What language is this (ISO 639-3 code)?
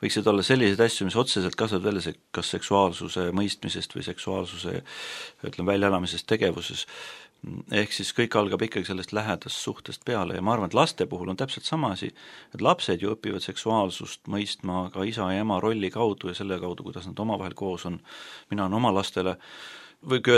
est